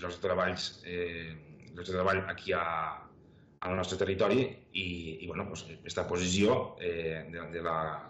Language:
Catalan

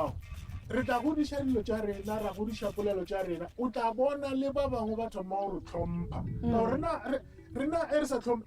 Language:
Northern Sotho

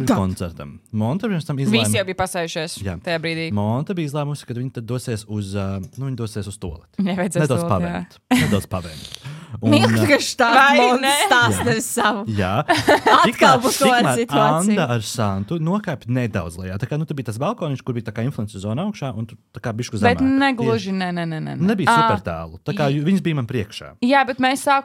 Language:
Latvian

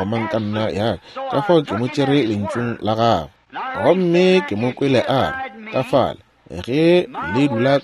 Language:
Northern Sotho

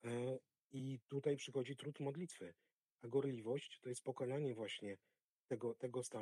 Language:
Polish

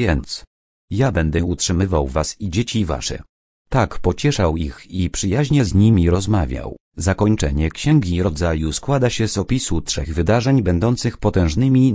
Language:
Polish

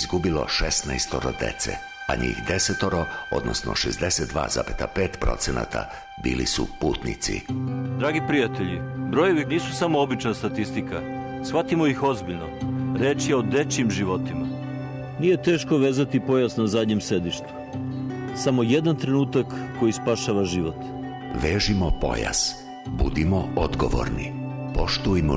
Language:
Serbian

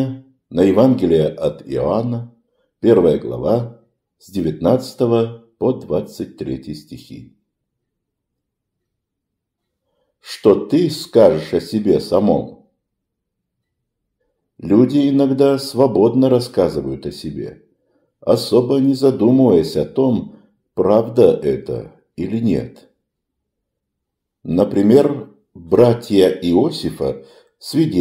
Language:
Russian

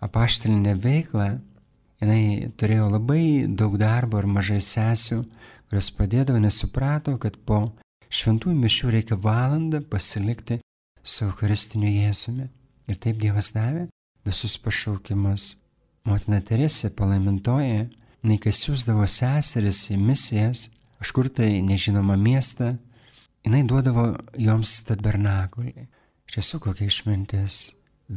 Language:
Lithuanian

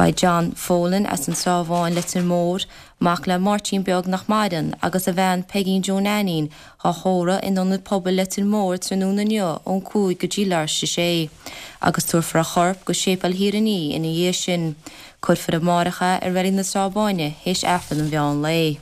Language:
Irish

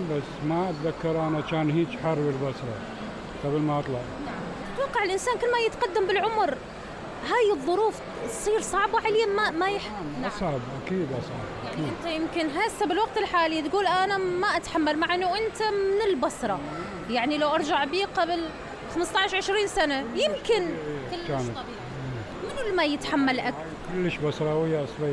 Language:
Mesopotamian Arabic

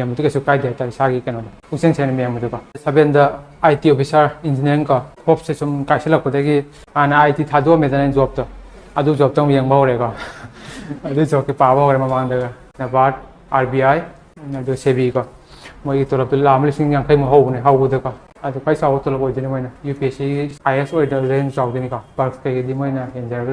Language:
Manipuri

